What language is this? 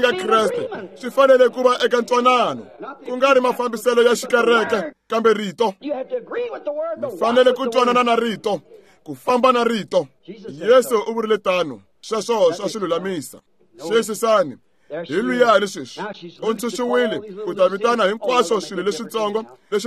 Tsonga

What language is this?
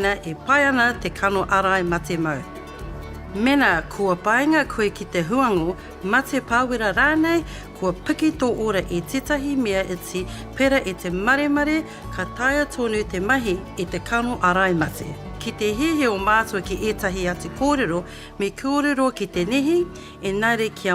Māori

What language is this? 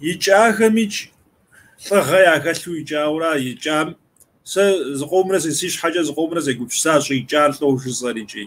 Kabardian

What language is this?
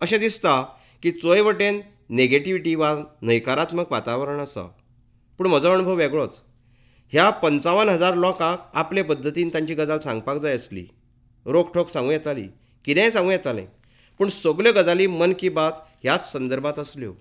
Konkani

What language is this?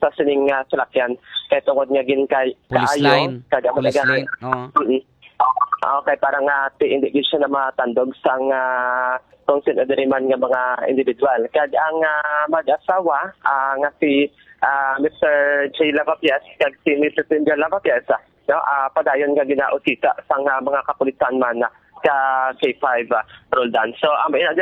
Hiligaynon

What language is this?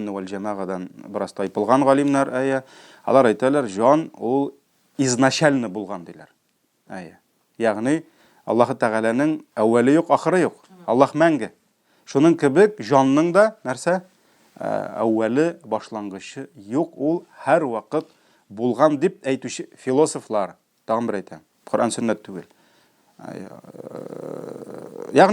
Tatar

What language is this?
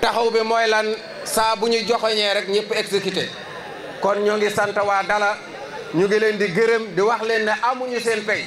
Wolof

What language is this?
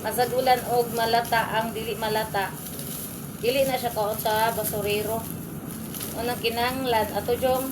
Cebuano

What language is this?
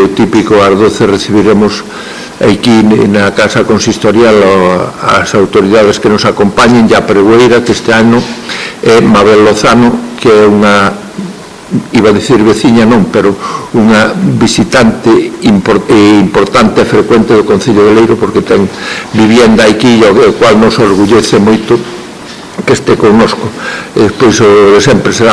Galician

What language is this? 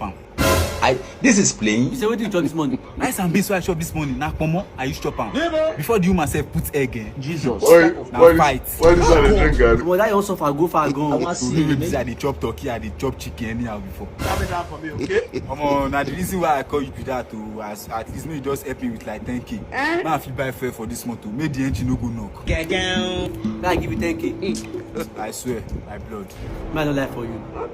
Nigerian Pidgin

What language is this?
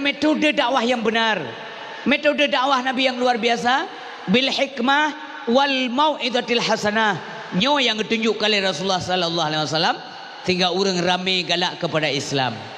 Achinese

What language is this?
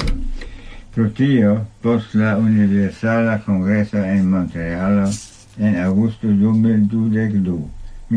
Esperanto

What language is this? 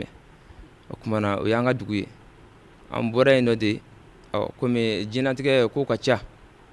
Bambara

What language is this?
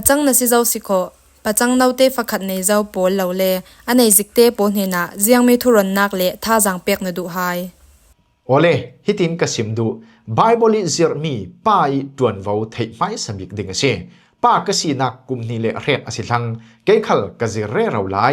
Falam Chin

